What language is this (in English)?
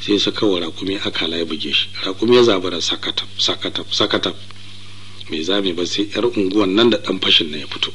Hausa